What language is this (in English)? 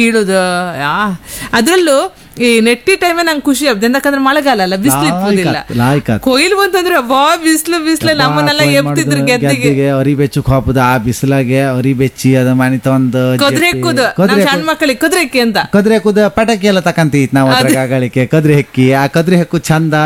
Kannada